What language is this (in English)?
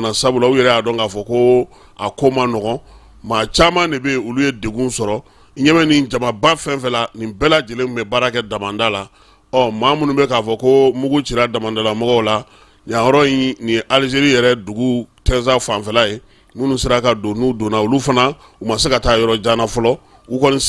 Bambara